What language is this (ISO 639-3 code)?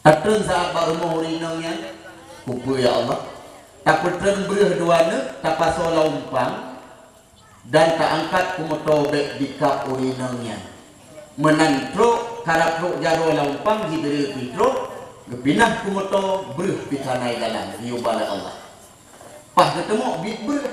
ace